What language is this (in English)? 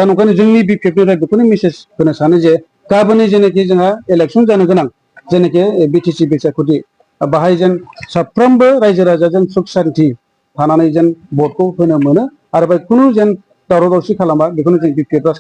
Bodo